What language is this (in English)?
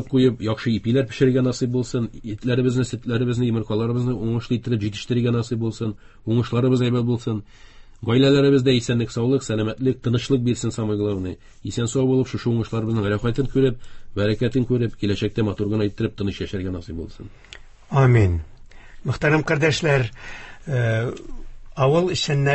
Tatar